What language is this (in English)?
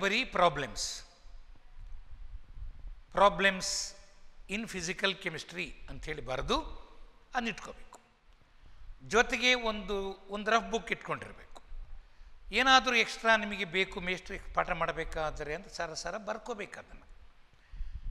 Kannada